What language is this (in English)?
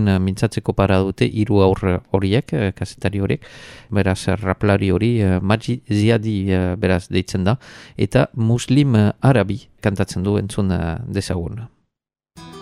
Basque